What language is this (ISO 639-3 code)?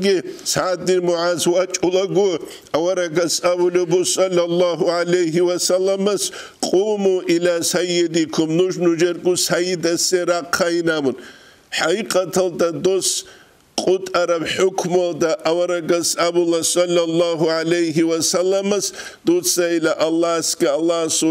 ava